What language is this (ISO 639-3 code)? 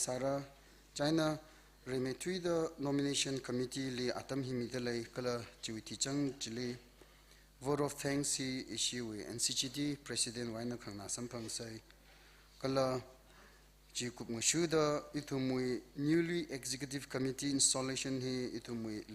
nmf